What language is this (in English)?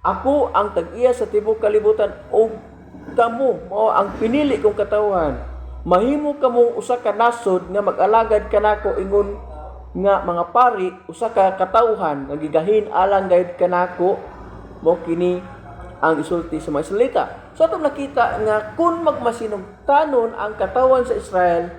Cebuano